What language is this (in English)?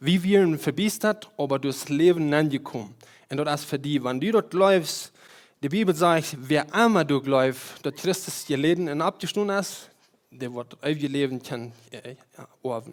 Plautdietsch